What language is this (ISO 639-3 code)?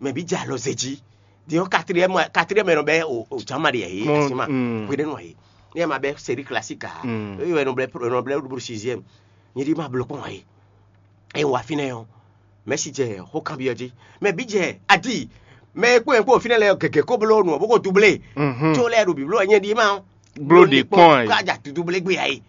fon